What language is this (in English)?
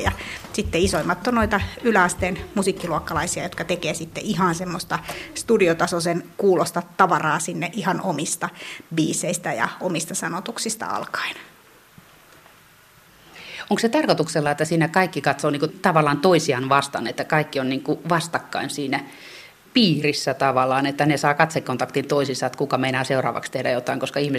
Finnish